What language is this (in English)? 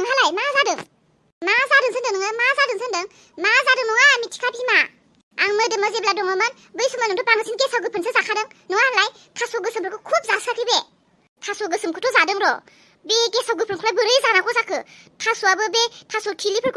Bodo